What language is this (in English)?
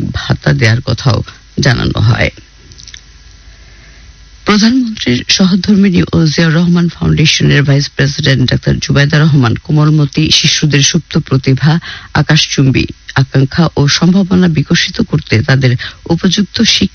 Bangla